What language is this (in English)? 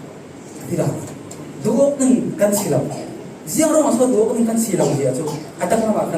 Falam Chin